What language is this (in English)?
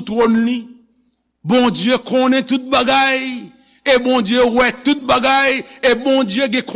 Haitian Creole